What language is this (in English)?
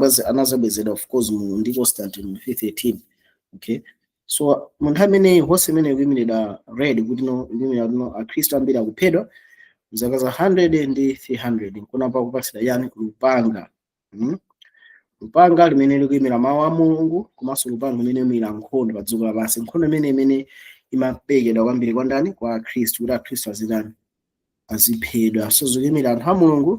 Nyanja